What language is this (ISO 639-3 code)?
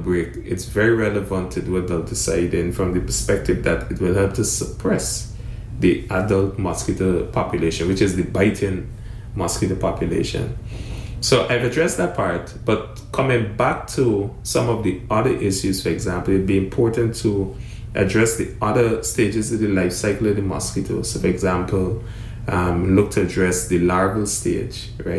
eng